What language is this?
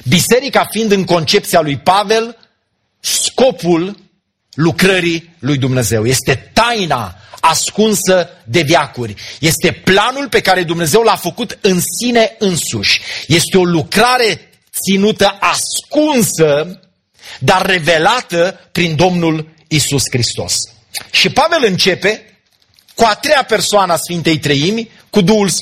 Romanian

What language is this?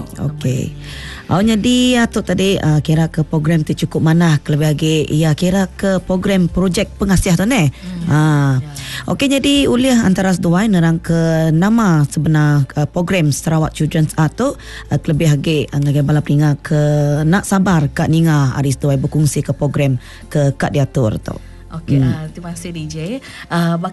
Iban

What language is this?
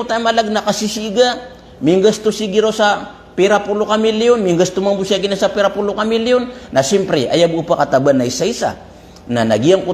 Maranao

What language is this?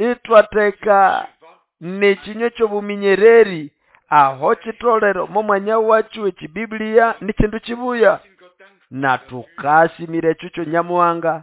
Nande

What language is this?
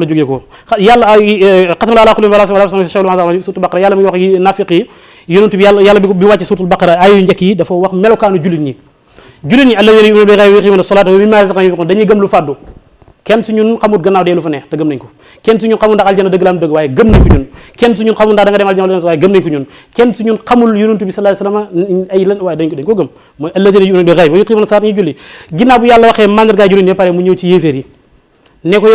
Wolof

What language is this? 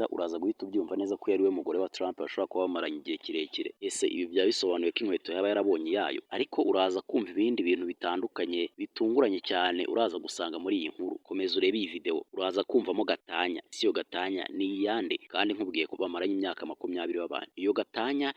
Kinyarwanda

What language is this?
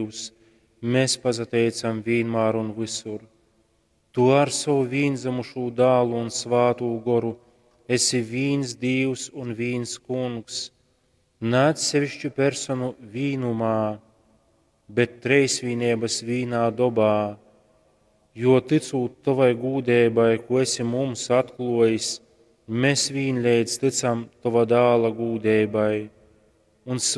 Latgalian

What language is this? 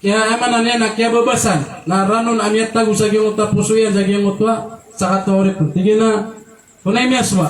Maranao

